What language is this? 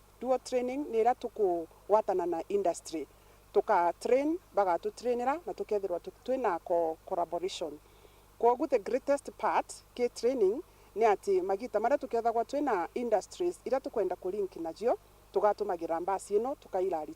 Meru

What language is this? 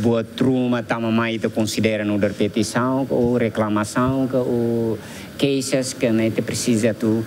Tetum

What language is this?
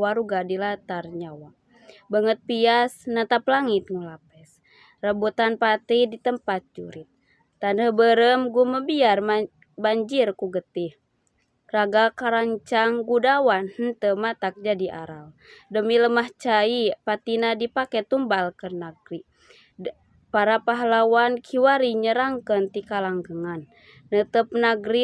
Sundanese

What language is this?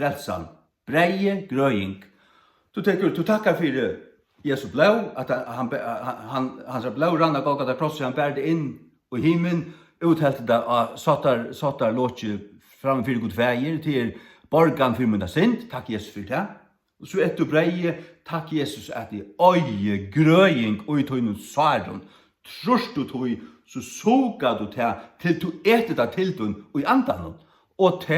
Faroese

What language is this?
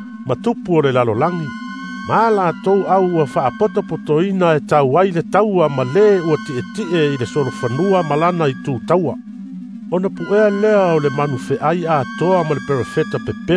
Samoan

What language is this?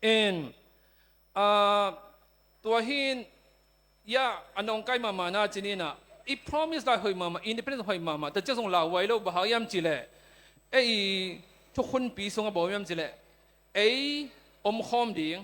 Tedim Chin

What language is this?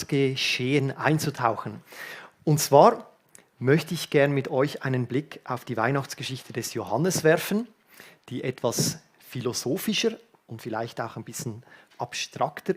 Swiss German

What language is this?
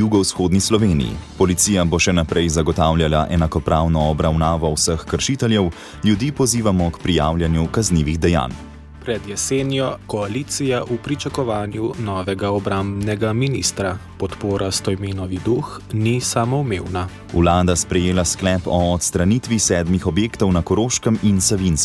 Slovenian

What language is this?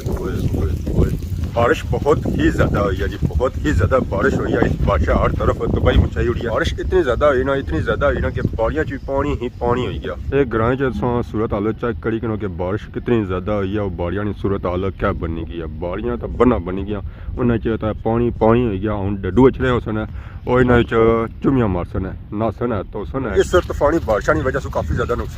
Pahari-Potwari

